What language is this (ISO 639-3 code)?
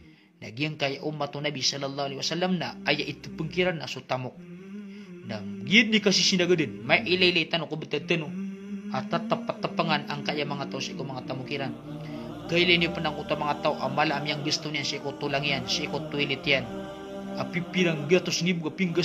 mrw